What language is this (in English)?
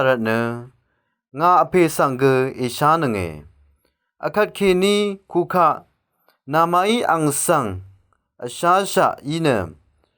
Rawang